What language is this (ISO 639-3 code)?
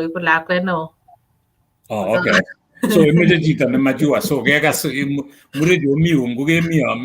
kln